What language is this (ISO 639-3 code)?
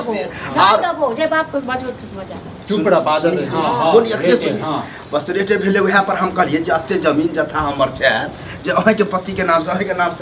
mai